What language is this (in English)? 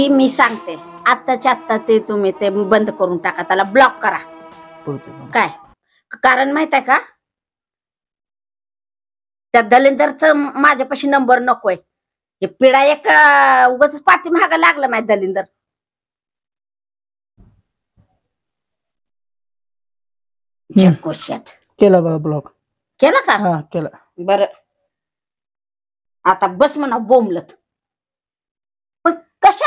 Marathi